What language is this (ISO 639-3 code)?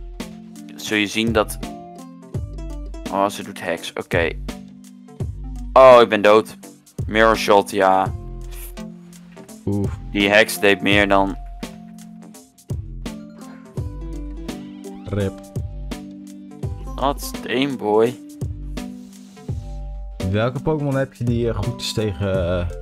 nld